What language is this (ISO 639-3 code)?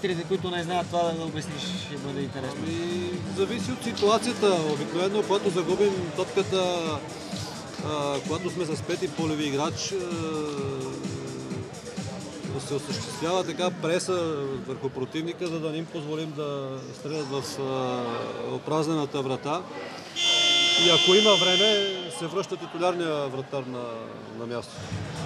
bul